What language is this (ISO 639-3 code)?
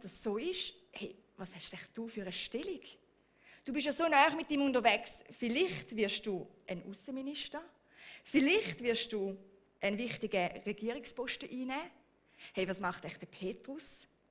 gsw